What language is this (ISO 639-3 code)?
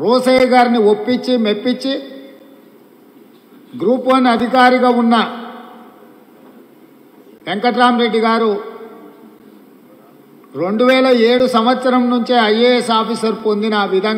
tel